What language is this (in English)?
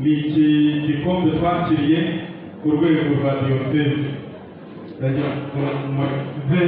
Kinyarwanda